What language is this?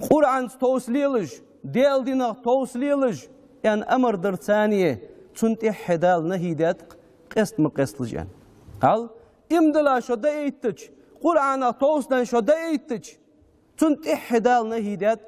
Ingush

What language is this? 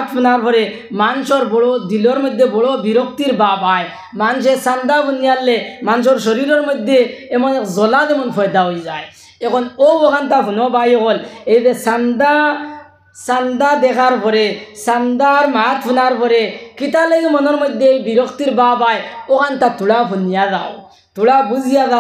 Sylheti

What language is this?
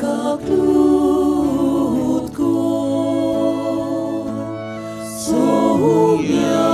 Konkani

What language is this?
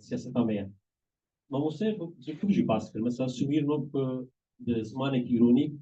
Kurdish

